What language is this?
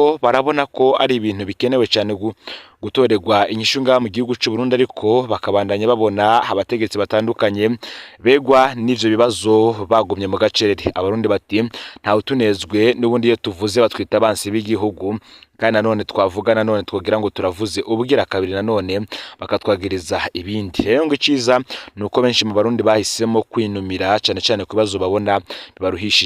Rundi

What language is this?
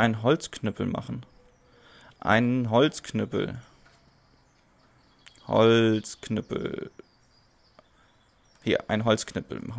German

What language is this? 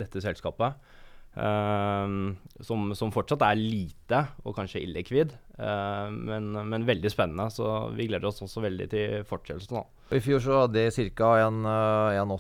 Norwegian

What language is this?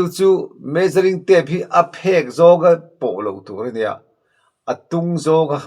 Mizo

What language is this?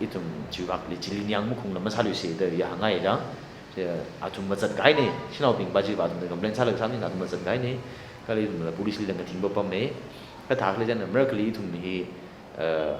Tangkhul Naga (India)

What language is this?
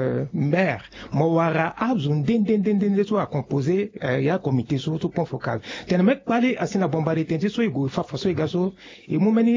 Sango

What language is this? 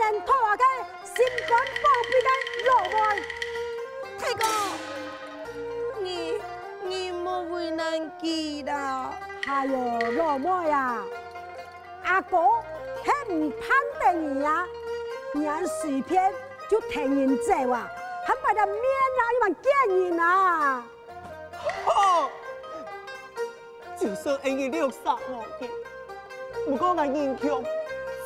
Hakka Chinese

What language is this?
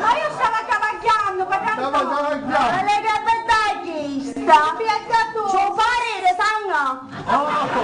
Sicilian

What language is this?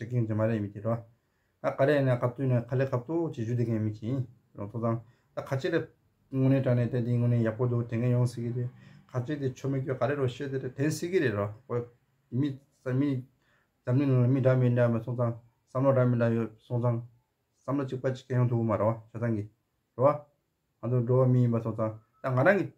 Tibetan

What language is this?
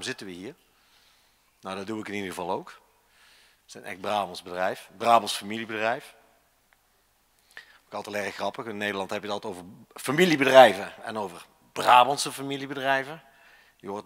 Dutch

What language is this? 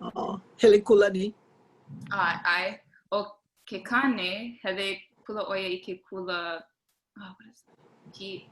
Hawaiian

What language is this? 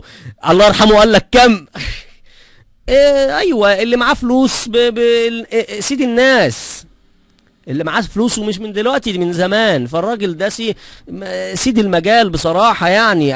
Egyptian Arabic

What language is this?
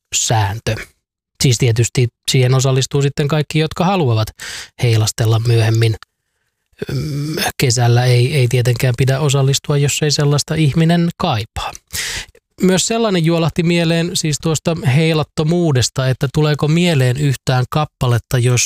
Finnish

